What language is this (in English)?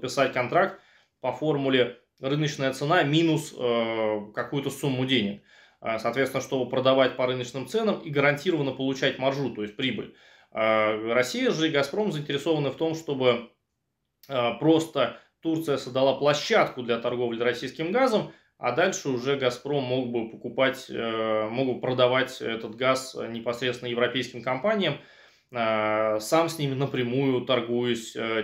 Russian